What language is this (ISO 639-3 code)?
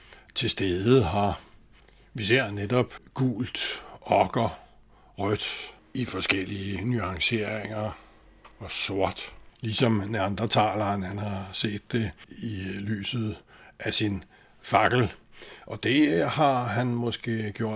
dan